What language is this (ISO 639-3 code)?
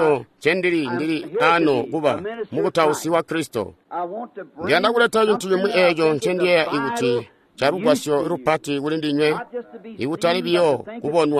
toi